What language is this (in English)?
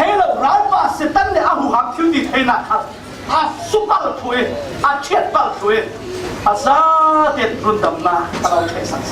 Falam Chin